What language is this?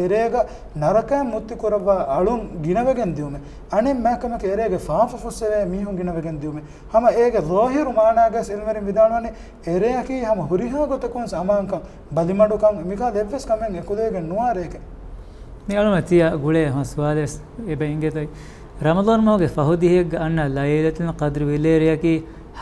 Divehi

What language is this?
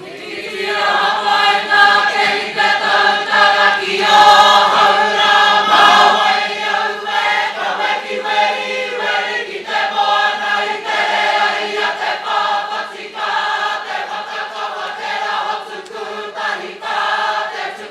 Māori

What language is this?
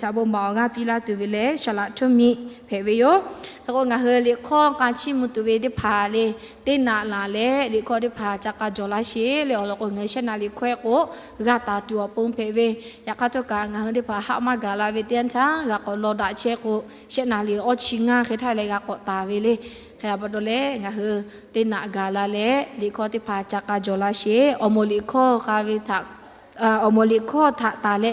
Lahu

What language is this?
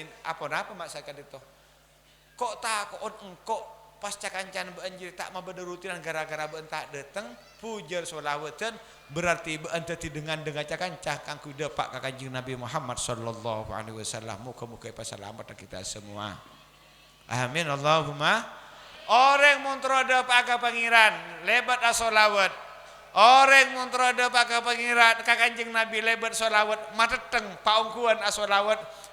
Madurese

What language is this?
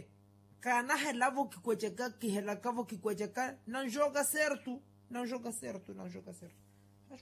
Makhuwa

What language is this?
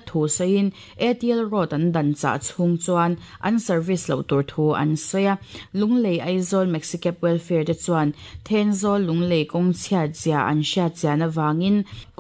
Mizo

